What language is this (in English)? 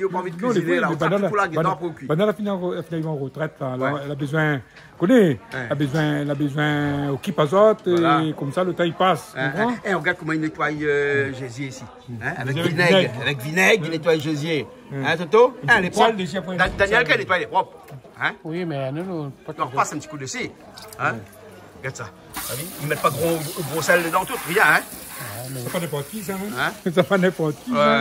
Réunion Creole French